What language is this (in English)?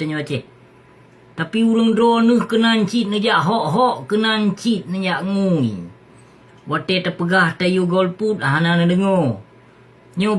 Achinese